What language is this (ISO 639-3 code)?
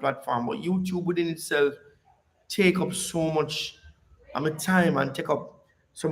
jam